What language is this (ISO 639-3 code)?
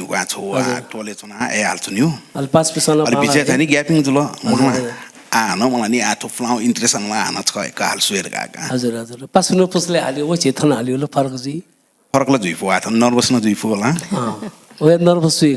new